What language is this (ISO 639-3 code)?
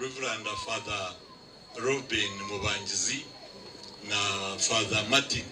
nyn